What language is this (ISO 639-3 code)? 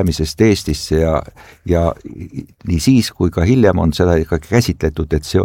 est